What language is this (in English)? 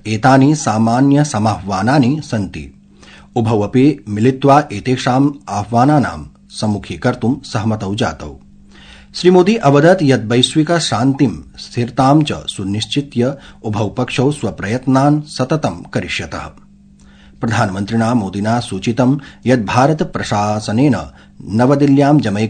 Sanskrit